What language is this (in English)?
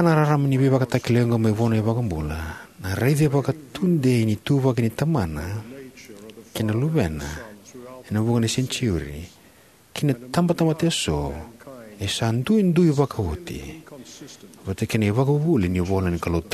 Fijian